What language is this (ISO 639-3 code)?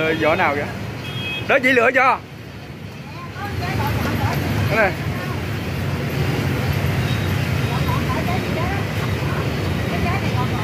vie